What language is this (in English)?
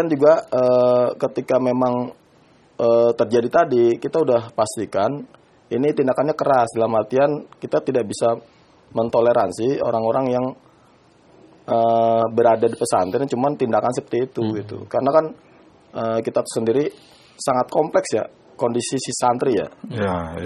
Indonesian